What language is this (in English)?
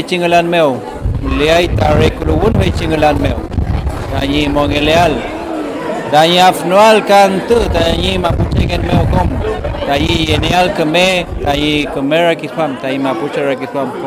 Mapuche